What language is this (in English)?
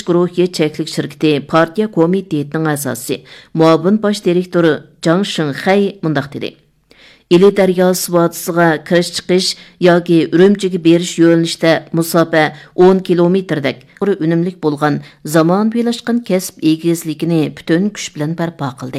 Uyghur